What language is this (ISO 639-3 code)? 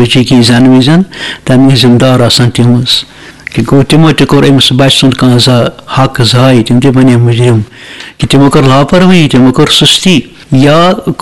kas